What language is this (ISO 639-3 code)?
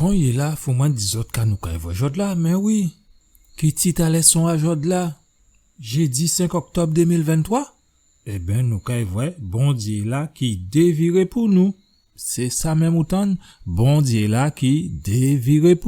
gcf